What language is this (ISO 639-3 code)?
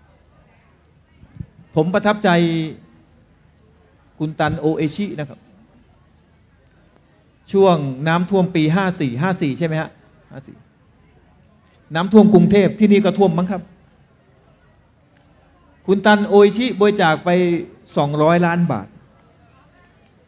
tha